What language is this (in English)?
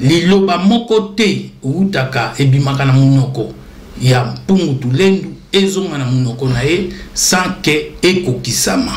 Lingala